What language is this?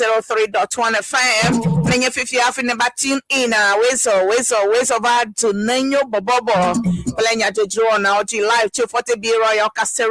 Ewe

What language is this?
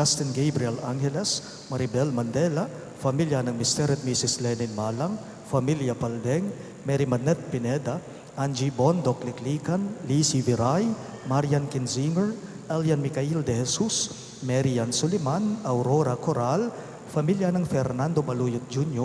Pampanga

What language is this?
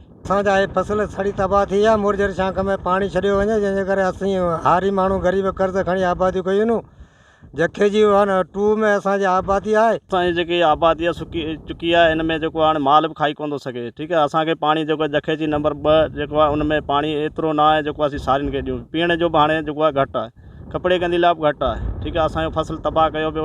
Sindhi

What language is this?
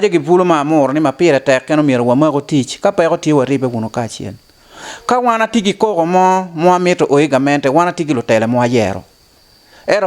Acoli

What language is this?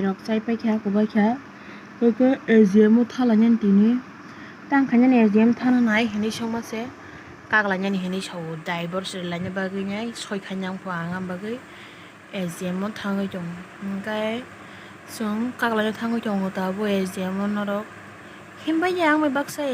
Kok Borok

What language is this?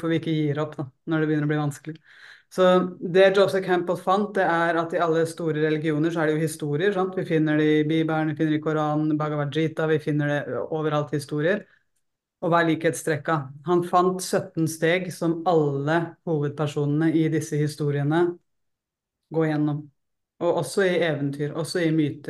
Norwegian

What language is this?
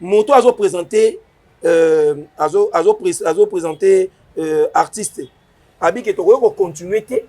Lingala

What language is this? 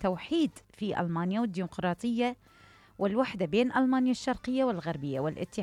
Mesopotamian Arabic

